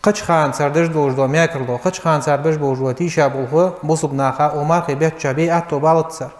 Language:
Ingush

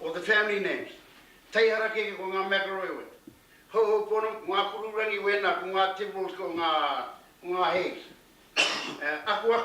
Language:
Māori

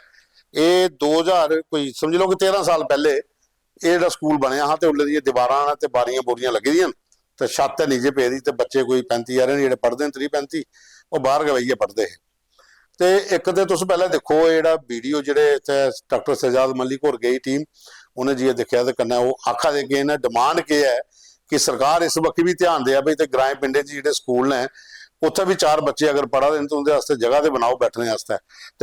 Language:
Dogri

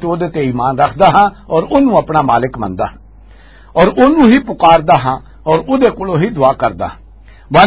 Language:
Western Panjabi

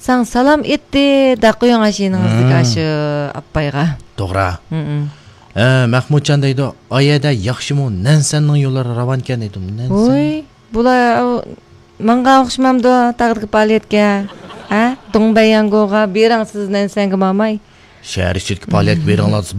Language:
Uyghur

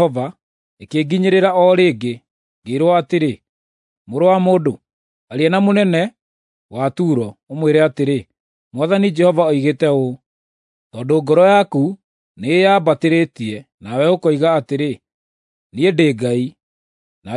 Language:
Kikuyu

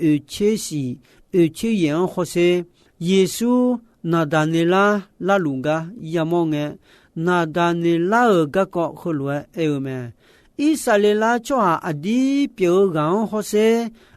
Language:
Akha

